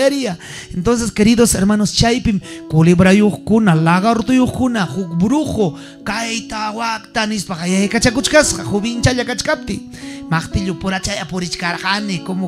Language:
Ayacucho Quechua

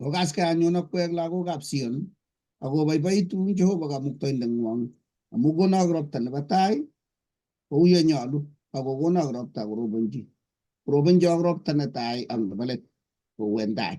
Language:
Kalenjin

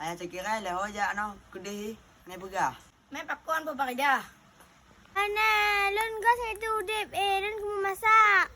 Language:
Achinese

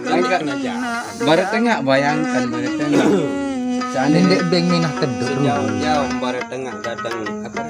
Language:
Sasak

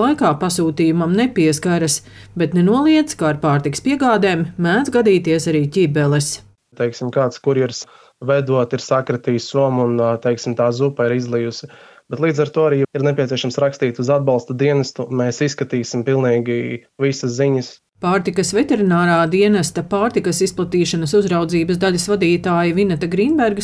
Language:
Latvian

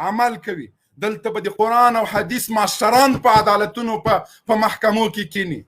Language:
Pashto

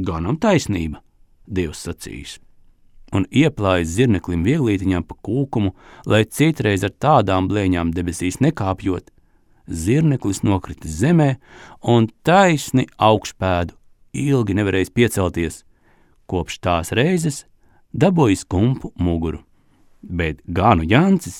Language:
Latvian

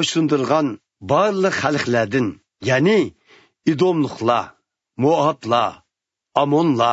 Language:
Uyghur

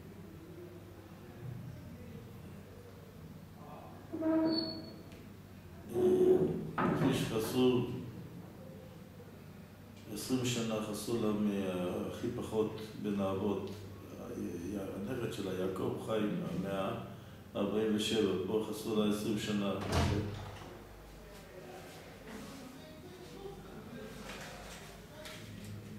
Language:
Hebrew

